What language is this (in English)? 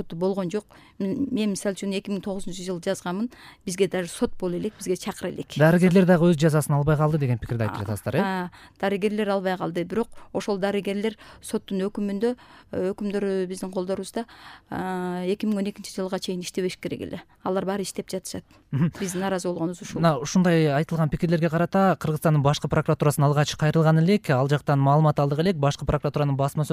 Kyrgyz